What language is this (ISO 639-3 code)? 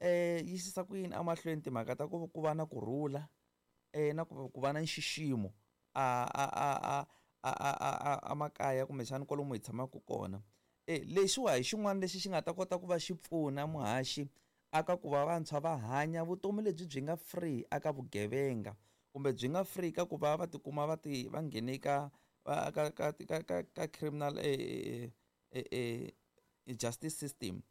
tso